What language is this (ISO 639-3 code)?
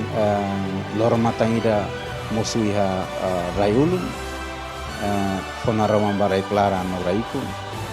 tet